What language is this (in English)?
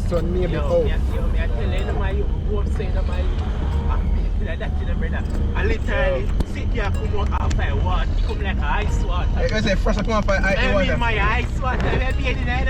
Jamaican Creole English